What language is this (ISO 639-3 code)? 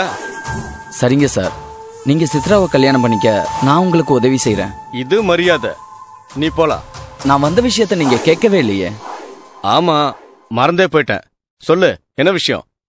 tam